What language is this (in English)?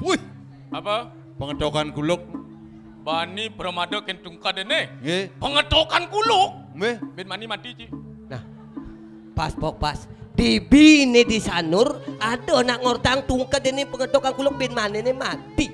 Balinese